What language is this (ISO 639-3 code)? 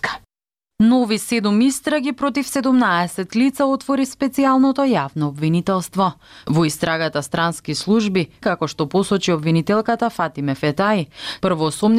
mkd